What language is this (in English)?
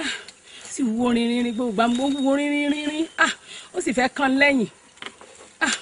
Yoruba